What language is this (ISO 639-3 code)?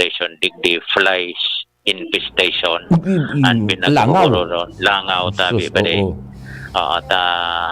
bik